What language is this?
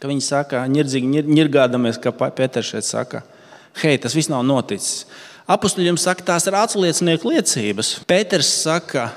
Latvian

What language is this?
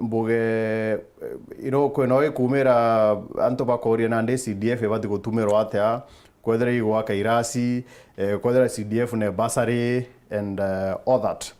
Meru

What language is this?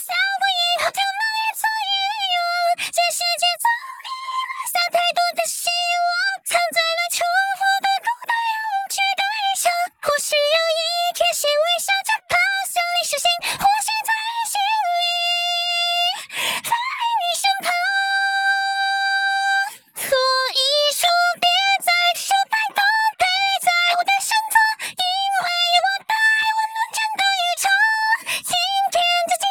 Chinese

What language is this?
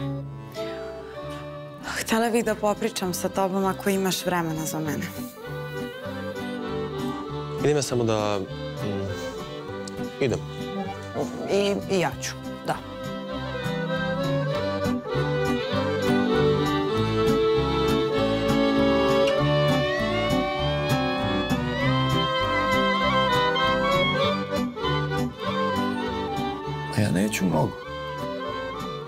Serbian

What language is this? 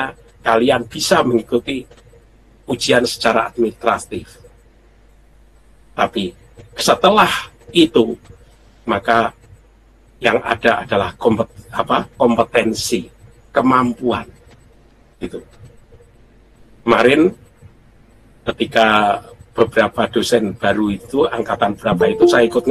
Indonesian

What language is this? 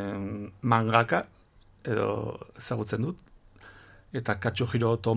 Basque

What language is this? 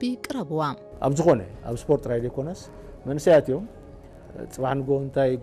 Tigrinya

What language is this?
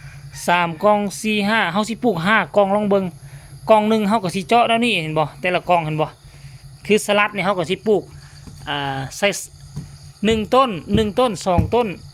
Lao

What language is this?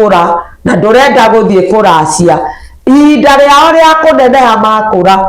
Kikuyu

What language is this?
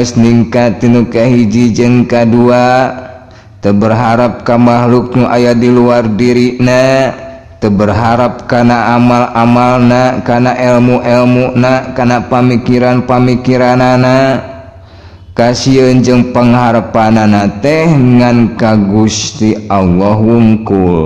Sundanese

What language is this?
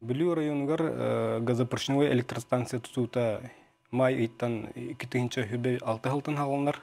Yakut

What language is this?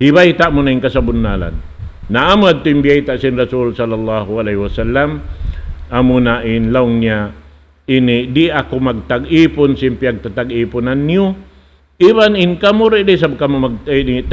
Tausug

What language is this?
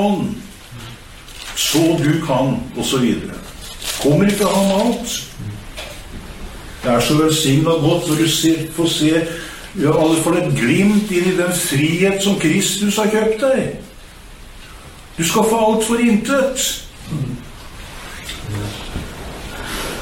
Norwegian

